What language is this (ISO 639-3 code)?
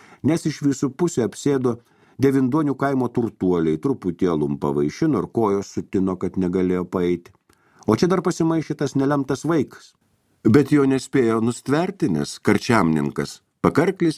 lit